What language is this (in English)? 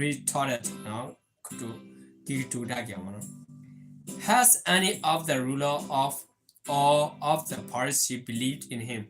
S'gaw Karen